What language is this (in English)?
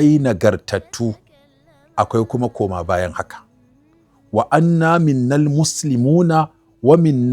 Hausa